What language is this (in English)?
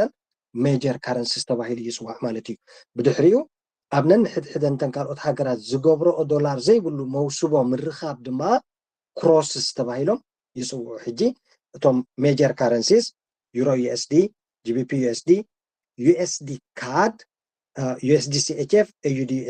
Tigrinya